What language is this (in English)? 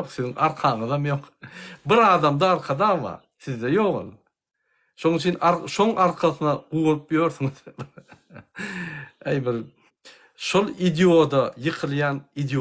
Turkmen